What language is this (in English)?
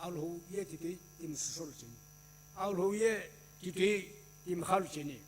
Sumi Naga